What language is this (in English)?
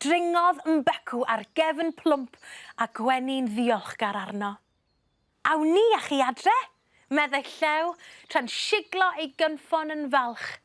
Welsh